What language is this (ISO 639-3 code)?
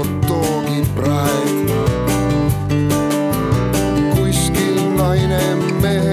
est